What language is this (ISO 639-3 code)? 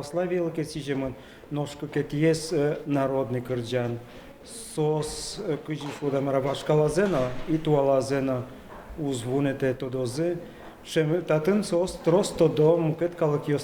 udm